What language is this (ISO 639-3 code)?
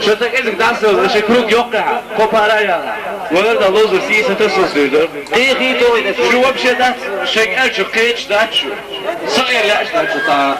che